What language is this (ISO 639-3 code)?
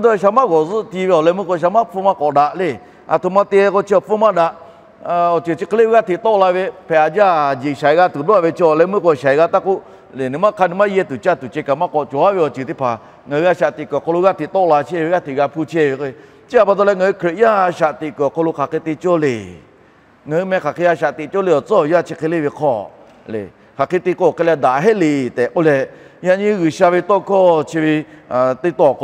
lhu